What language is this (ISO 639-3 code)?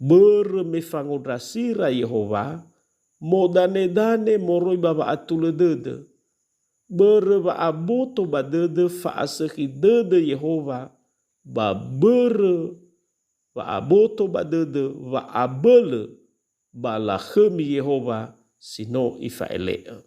nia